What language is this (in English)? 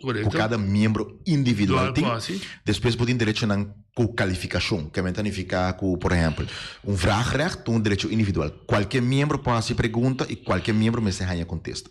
Papiamento